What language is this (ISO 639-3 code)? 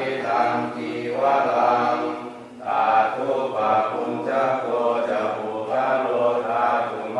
pli